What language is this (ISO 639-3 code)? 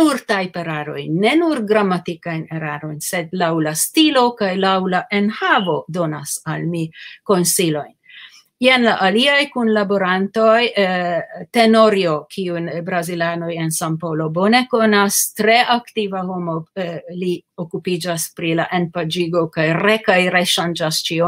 epo